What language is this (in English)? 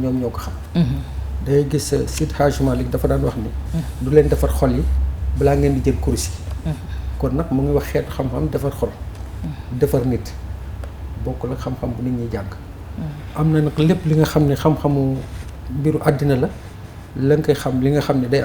Wolof